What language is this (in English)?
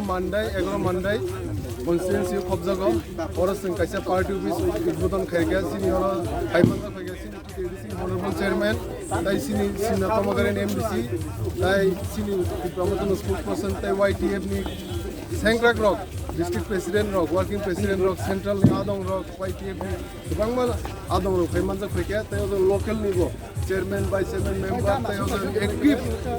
Kok Borok